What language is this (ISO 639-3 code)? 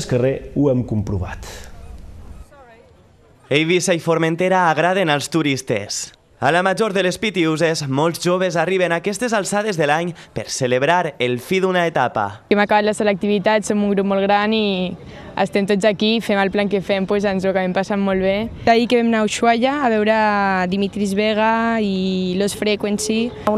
cat